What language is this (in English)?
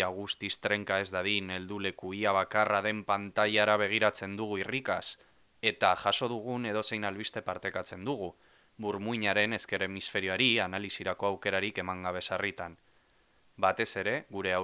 Basque